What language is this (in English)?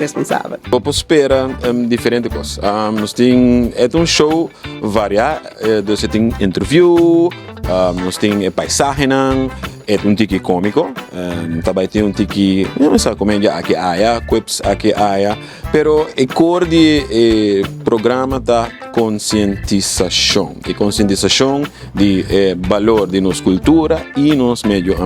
Papiamento